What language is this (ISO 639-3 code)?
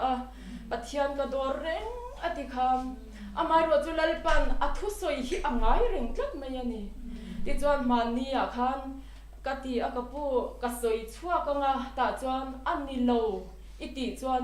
lus